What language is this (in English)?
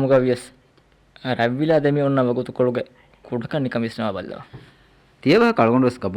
Divehi